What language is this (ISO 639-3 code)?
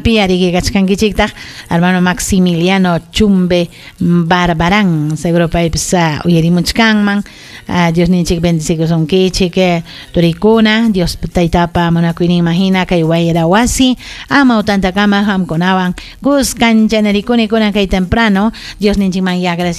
quy